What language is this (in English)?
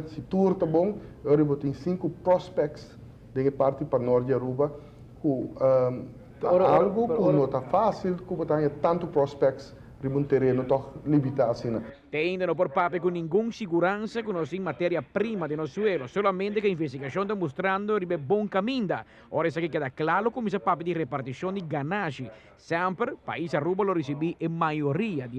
Papiamento